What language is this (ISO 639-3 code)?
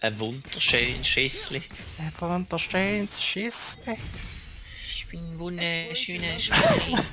gsw